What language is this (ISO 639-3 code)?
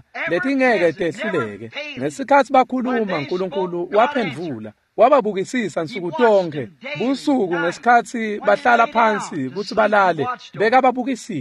ssw